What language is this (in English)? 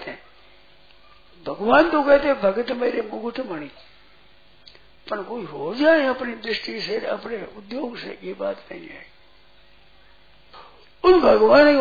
Hindi